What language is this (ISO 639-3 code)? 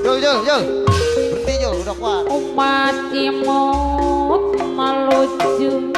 bew